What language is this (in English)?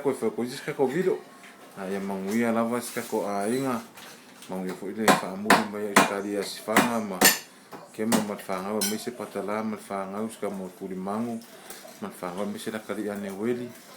Samoan